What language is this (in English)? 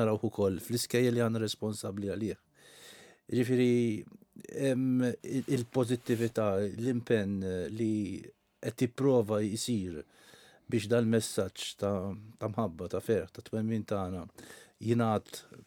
Maltese